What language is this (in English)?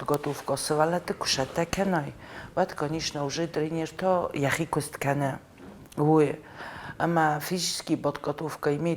Ossetic